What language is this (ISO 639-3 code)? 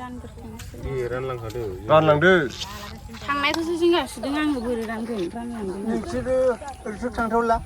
brx